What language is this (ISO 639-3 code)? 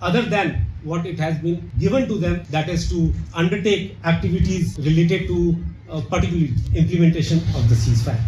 nag